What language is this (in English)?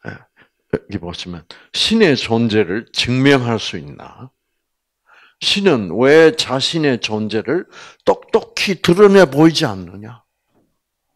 Korean